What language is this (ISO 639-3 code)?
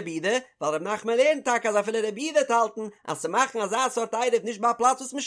yid